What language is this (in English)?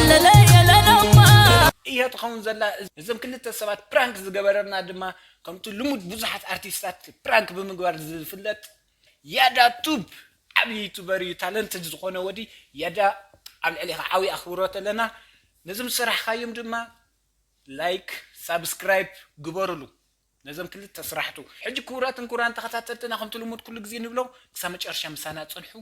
Tigrinya